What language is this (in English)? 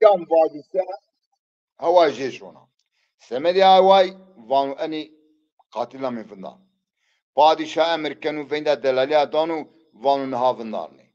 Zaza